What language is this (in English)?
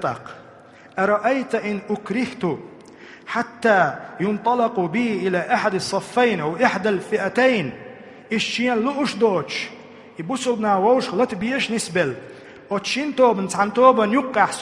Chechen